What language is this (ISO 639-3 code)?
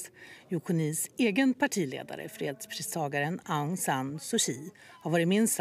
swe